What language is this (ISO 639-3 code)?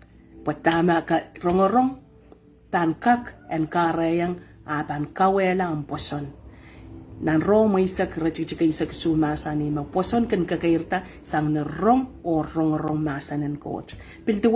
pon